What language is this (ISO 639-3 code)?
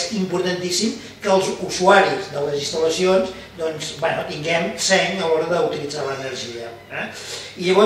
cat